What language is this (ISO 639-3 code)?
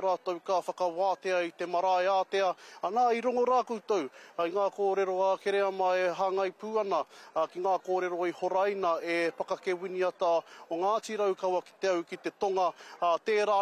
mri